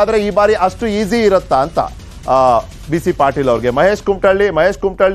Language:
Kannada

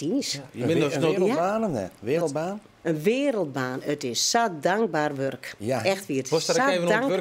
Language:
Western Frisian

